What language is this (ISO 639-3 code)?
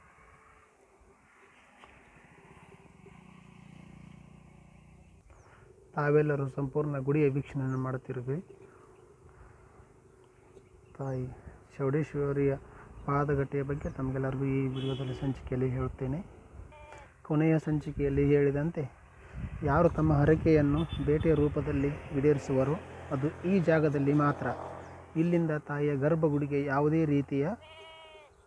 kan